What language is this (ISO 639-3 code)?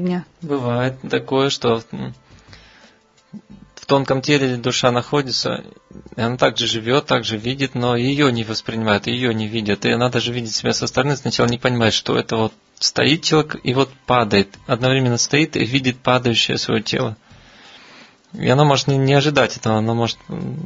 rus